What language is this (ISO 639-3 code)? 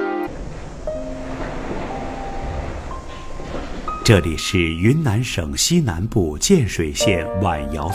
zho